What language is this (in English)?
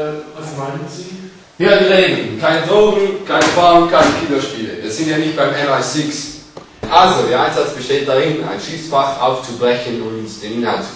Swiss German